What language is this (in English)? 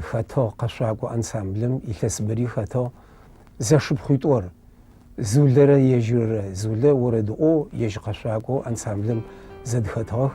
Adyghe